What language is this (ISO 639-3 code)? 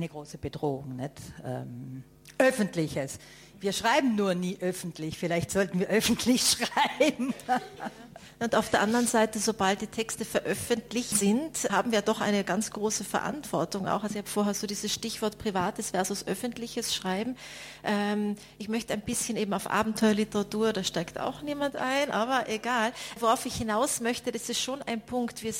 deu